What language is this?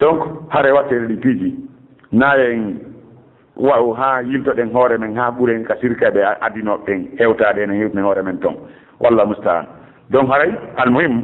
Fula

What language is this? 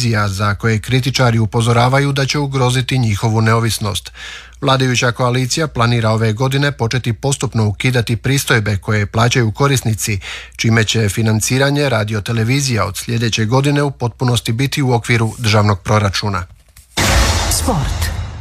Croatian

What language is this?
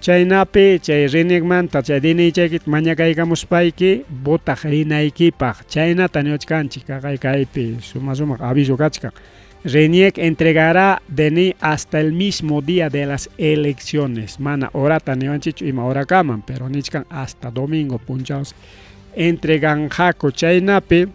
Ayacucho Quechua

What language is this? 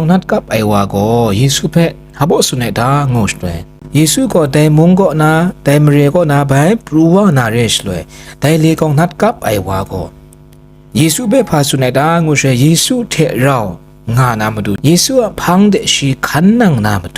Kachin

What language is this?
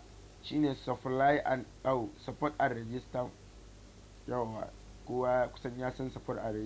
Hausa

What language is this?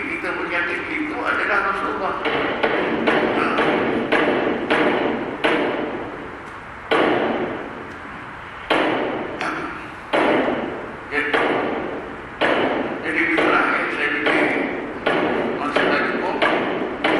Malay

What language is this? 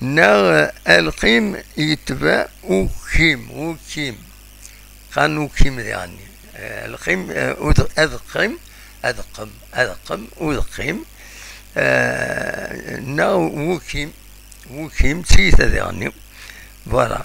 Kabyle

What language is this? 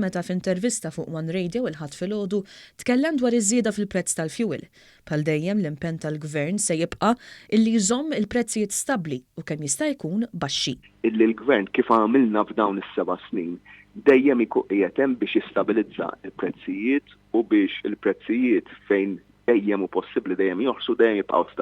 Maltese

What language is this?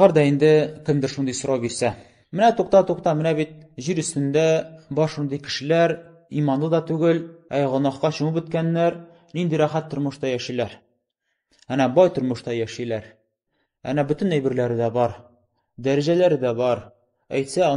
Tatar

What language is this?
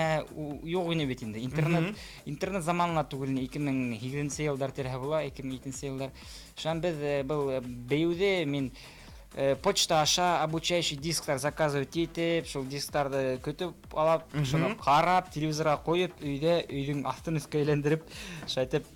Bashkir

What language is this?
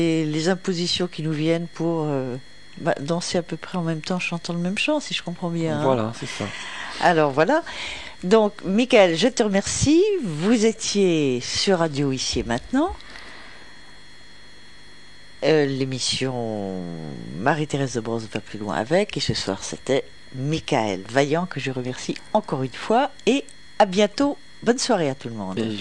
French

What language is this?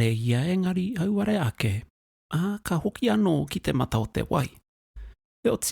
Māori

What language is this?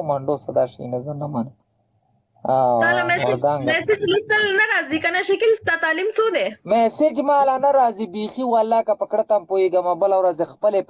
Pashto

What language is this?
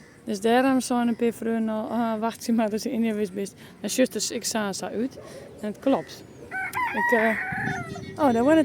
Western Frisian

